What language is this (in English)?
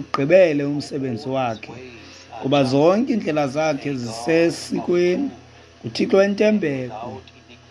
Xhosa